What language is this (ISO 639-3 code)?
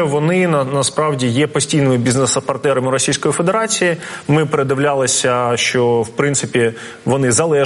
ukr